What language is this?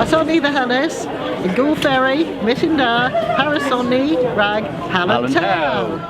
Cornish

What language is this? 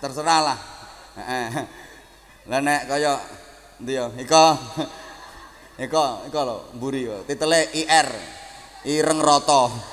Javanese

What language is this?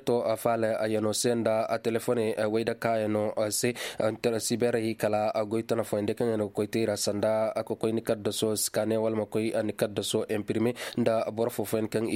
Koyraboro Senni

